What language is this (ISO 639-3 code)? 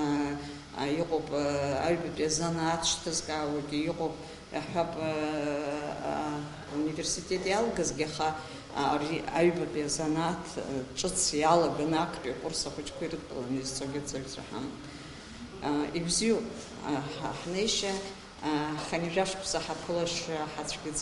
abk